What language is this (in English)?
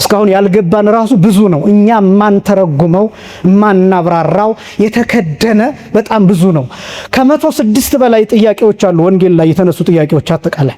Amharic